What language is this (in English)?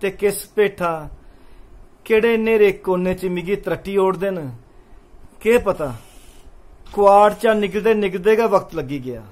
Dogri